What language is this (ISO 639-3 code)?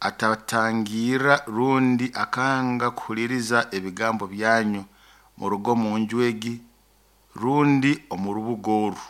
nyo